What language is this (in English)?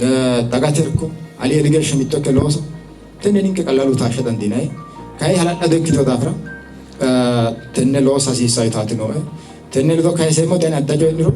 Sidamo